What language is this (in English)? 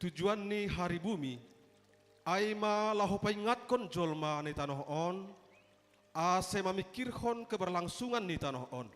Batak Simalungun